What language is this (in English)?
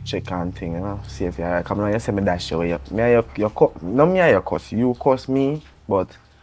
Jamaican Creole English